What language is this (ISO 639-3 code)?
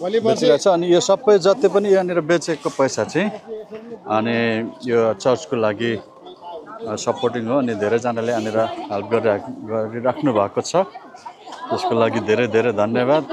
nep